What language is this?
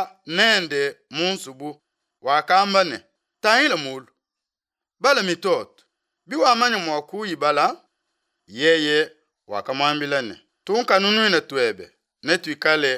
Luba-Lulua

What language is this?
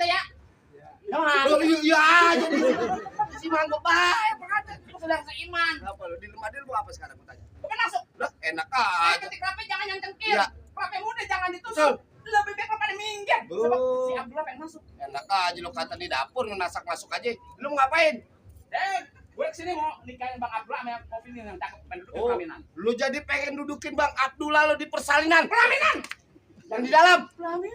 Betawi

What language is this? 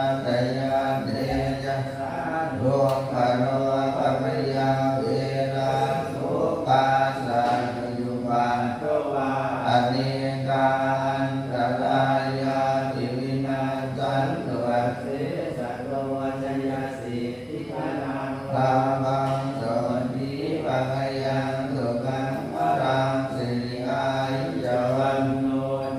Pali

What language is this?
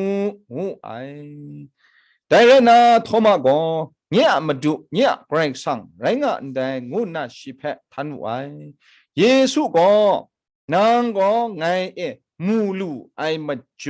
Kachin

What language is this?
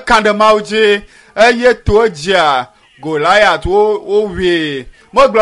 Ewe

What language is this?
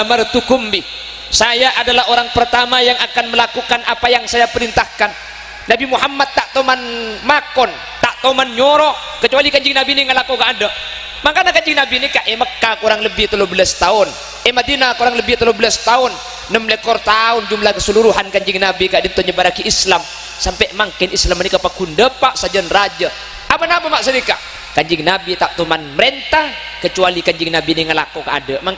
Madurese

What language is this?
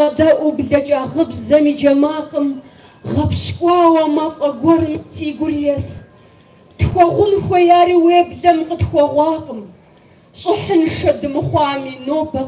Kabardian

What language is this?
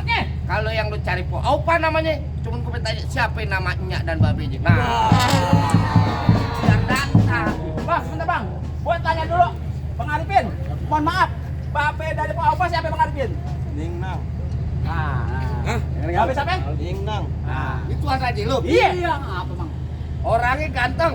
Betawi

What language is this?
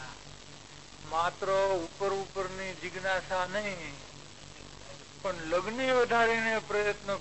Gujarati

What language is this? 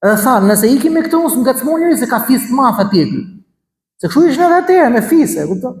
Albanian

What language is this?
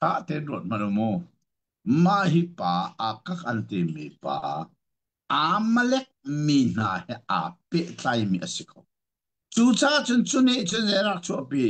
Hakha Chin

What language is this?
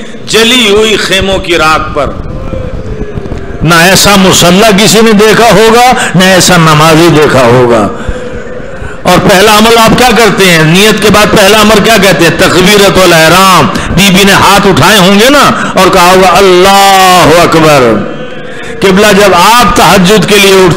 Urdu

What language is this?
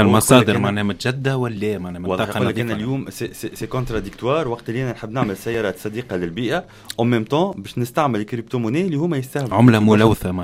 Tunisian Arabic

